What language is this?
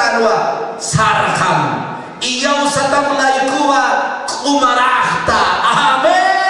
Aymara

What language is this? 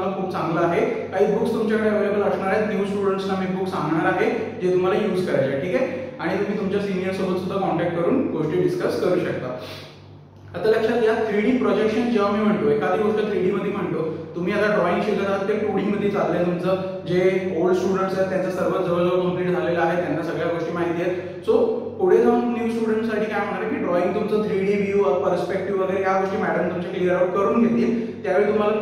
Marathi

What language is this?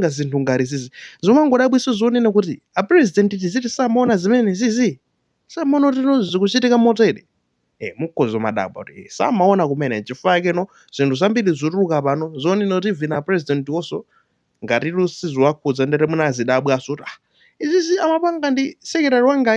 Nyanja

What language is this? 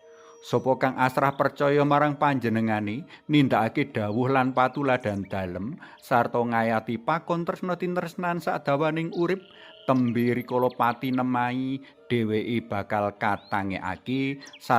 Javanese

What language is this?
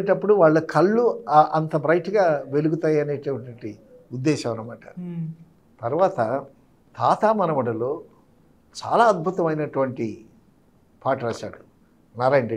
Telugu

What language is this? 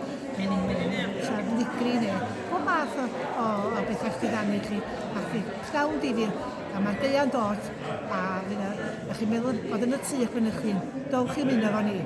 Welsh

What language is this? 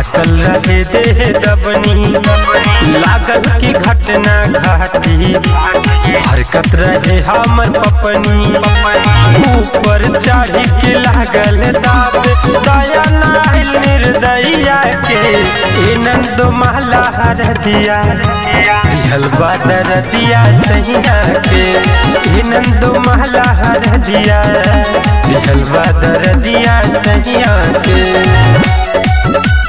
Bhojpuri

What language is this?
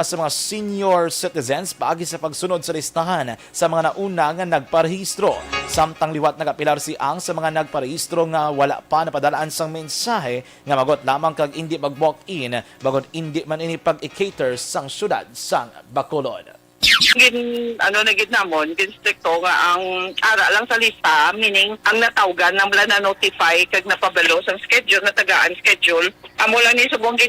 Hiligaynon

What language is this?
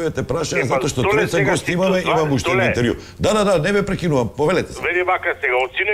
Macedonian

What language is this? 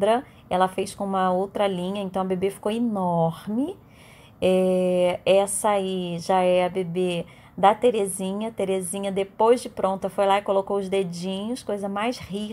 Portuguese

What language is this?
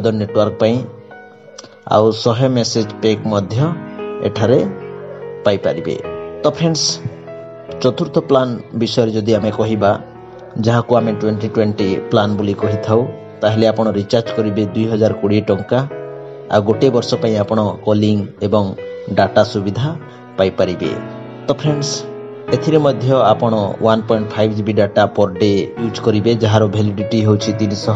Odia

